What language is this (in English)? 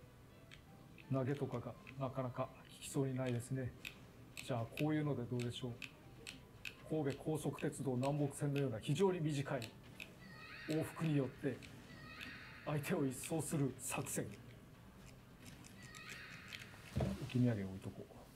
Japanese